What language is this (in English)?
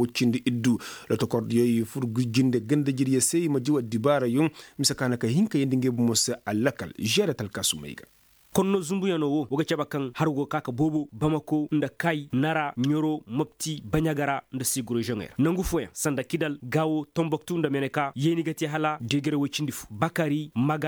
Koyraboro Senni